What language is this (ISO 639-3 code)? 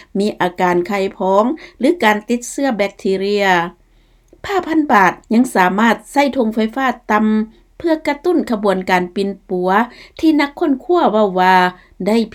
lao